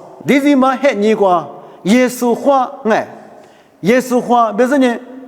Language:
Lisu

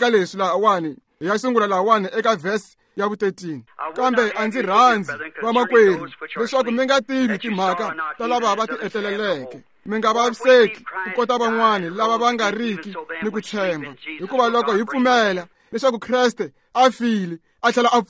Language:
Tsonga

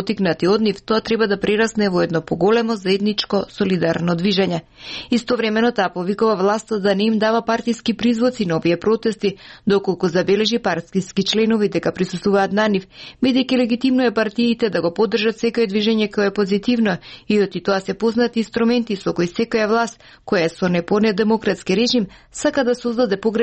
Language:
Macedonian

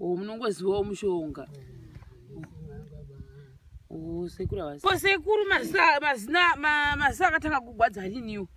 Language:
Shona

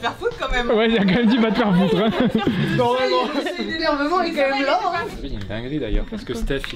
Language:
French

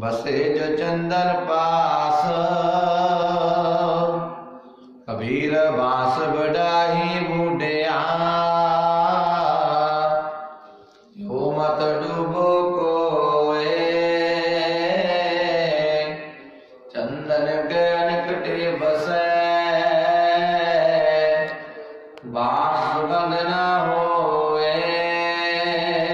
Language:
Punjabi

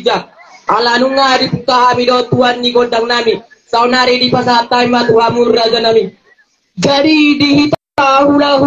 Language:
Batak Toba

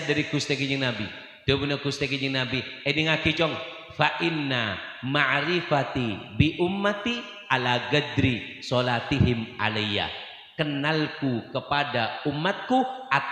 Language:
Madurese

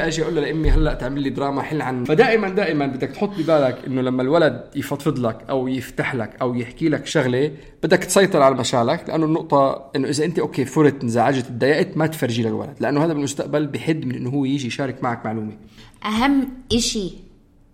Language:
North Levantine Arabic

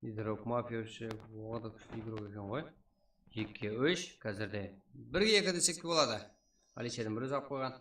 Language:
Kara-Kalpak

